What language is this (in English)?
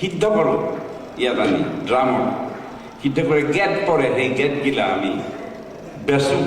Assamese